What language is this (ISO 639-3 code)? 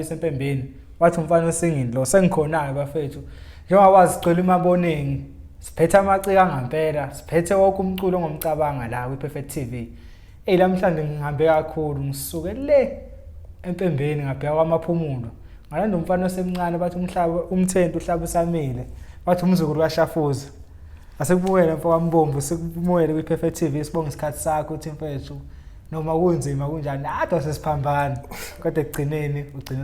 zul